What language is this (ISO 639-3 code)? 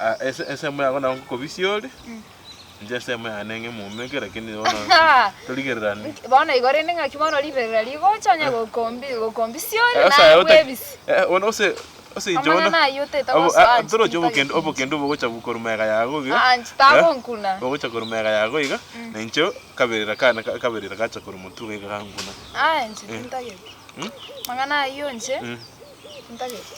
guz